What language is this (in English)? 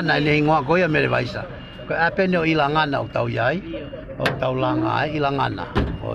Tongan